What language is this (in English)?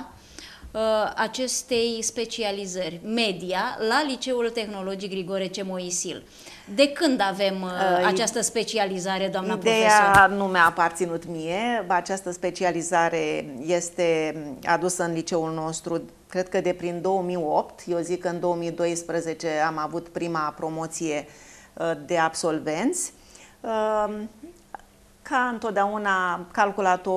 Romanian